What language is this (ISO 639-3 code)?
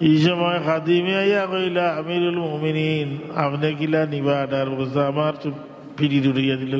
syl